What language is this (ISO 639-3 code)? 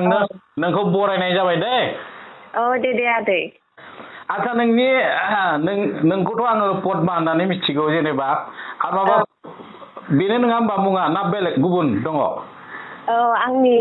brx